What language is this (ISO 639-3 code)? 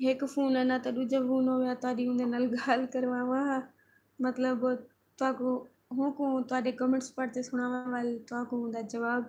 skr